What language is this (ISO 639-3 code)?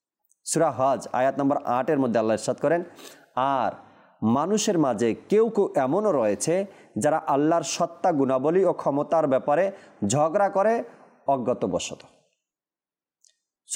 ben